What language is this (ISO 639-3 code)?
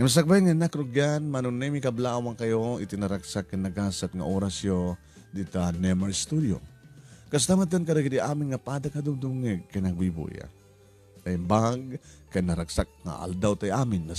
ilo